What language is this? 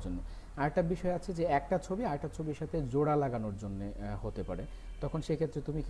Bangla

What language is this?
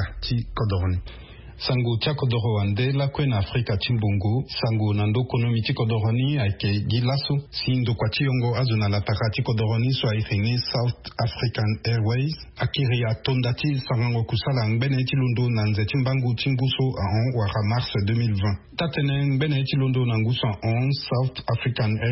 Sango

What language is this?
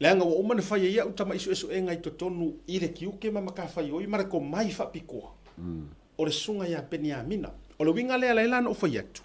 Samoan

